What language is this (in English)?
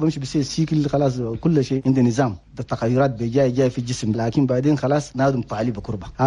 Chadian Arabic